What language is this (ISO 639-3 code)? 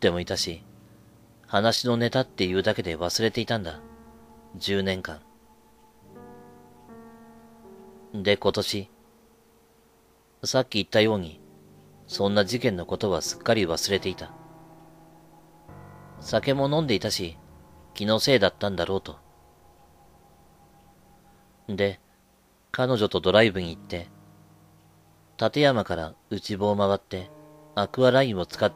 jpn